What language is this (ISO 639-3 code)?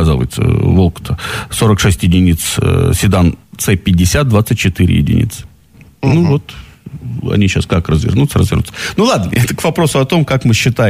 rus